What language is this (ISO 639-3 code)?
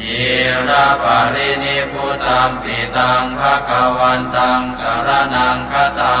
pli